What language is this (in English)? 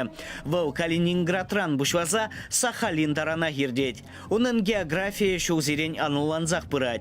Chuvash